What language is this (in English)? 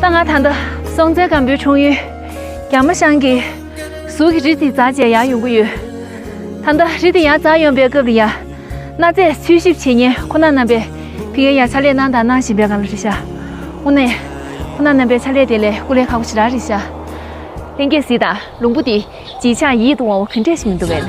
Tibetan